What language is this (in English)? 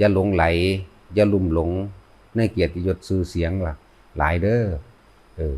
Lao